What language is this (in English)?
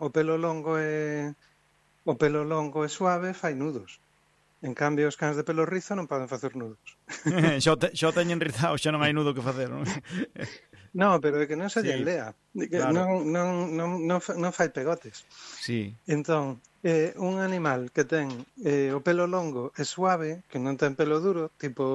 Galician